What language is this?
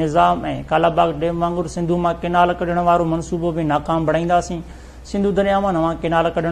Sindhi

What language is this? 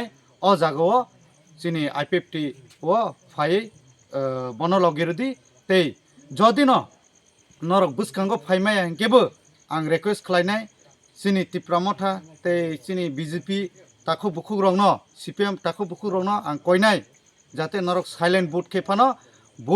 Kok Borok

